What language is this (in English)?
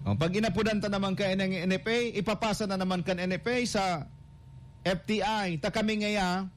Bikol